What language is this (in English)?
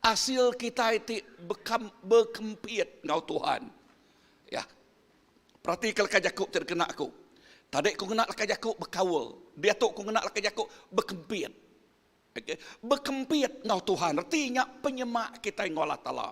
Iban